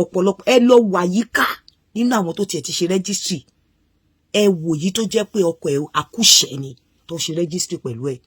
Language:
Yoruba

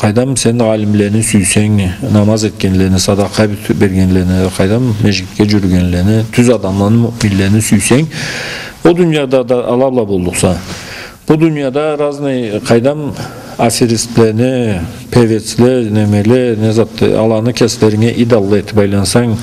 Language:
Karachay-Balkar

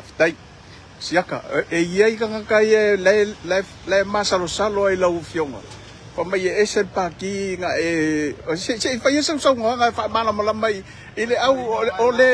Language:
Samoan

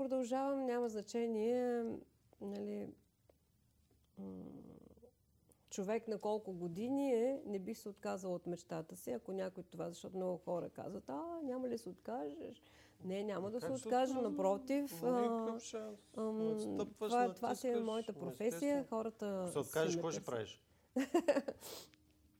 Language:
Bulgarian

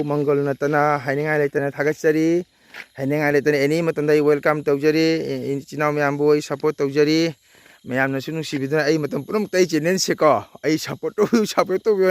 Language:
Manipuri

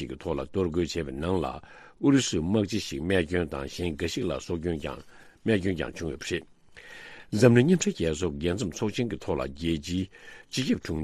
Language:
Tibetan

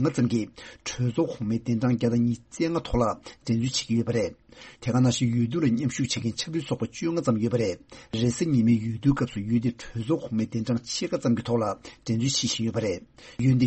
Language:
Tibetan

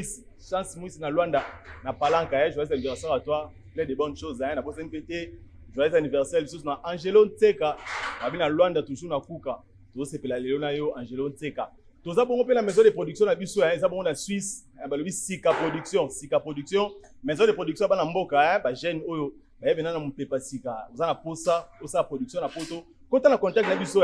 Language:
Lingala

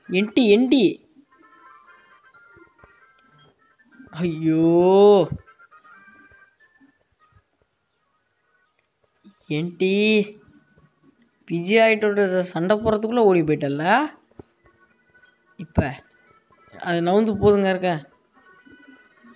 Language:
Tamil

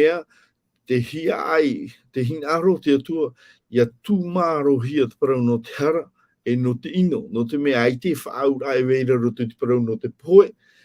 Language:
Tahitian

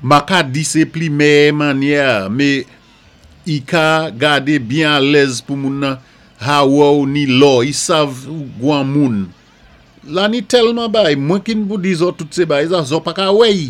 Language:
Saint Lucian Creole French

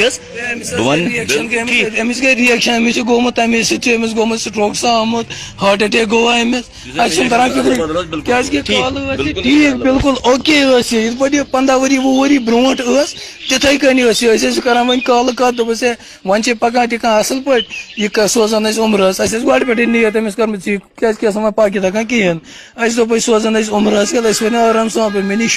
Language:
Kashmiri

